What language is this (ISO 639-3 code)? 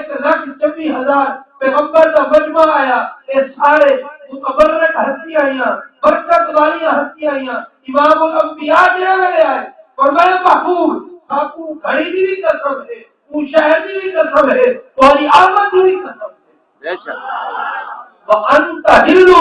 skr